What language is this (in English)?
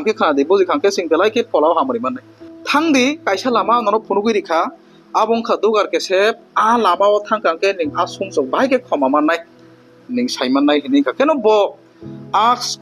Kok Borok